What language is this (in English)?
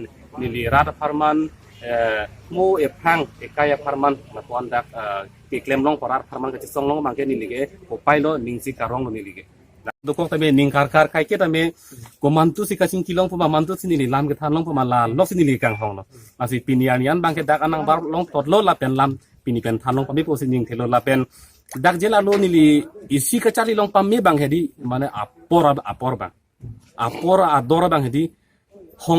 Karbi